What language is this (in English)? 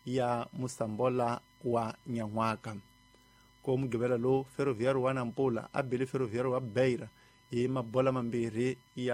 Tsonga